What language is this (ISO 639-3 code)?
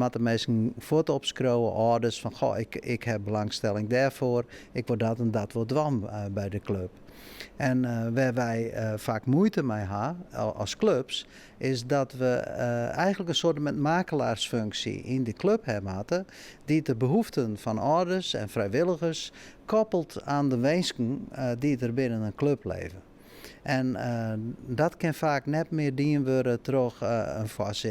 fry